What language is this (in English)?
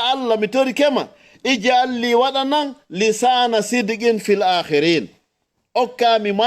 Fula